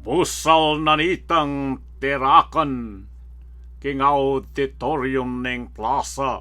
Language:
Pampanga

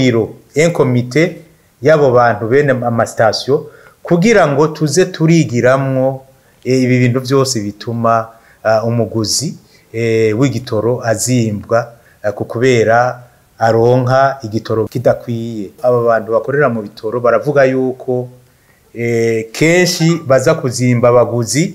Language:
Rundi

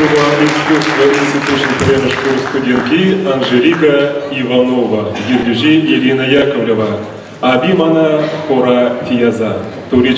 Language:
Chuvash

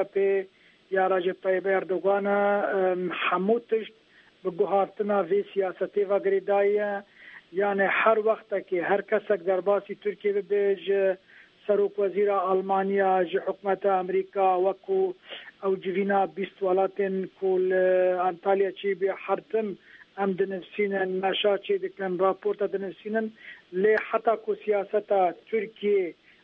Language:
Kurdish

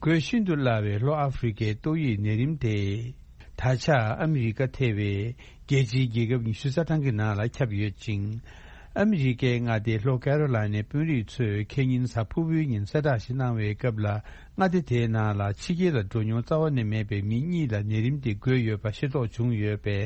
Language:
Tibetan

